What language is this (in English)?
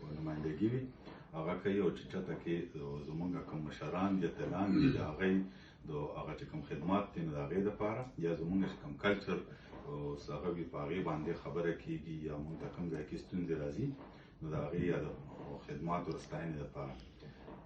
Pashto